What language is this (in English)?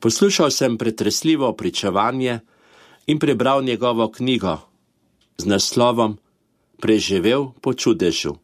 Slovenian